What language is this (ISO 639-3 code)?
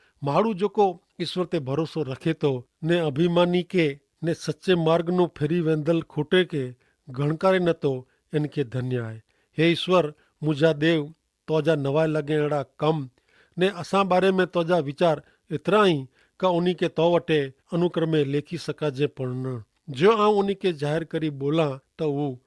kfr